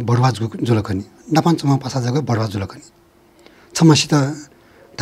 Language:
Newari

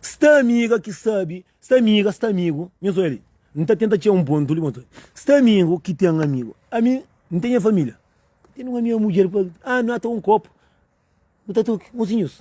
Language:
Kabuverdianu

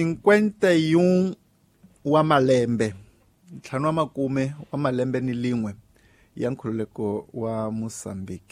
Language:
Tsonga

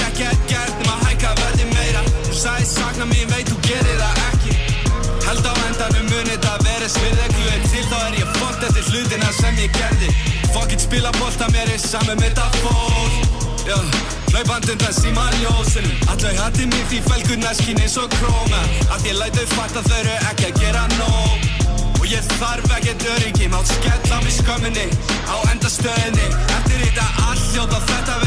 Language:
Icelandic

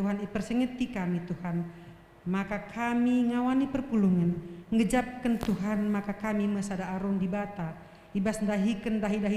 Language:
Batak Karo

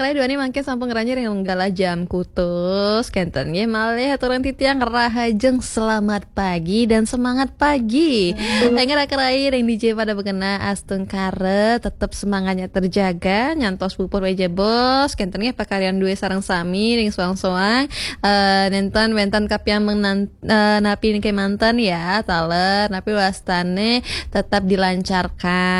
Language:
Balinese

